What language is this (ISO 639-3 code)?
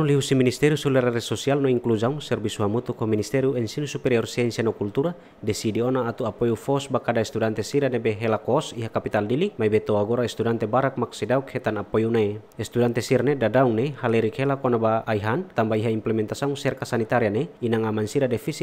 tet